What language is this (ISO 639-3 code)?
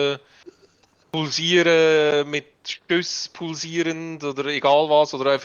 gsw